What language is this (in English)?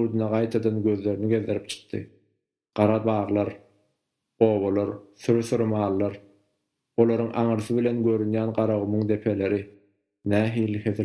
Turkmen